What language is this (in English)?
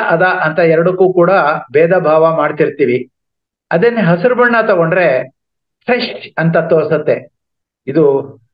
Kannada